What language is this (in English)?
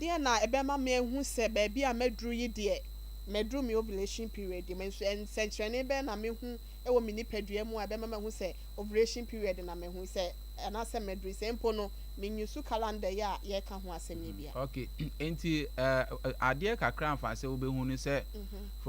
Akan